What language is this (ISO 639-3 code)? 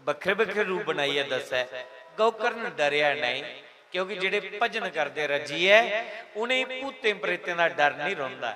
doi